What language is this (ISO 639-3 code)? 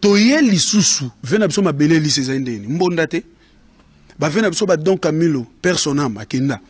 lin